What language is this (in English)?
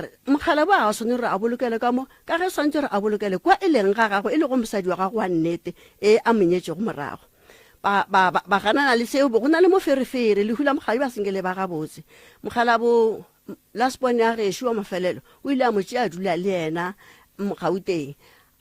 Northern Sotho